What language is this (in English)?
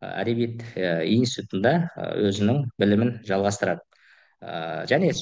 Kazakh